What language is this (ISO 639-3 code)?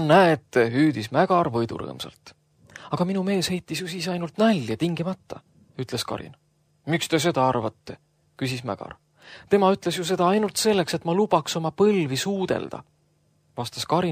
est